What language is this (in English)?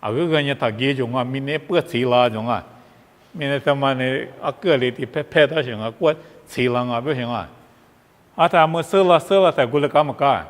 Lisu